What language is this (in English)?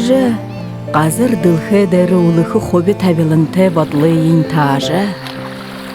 Buriat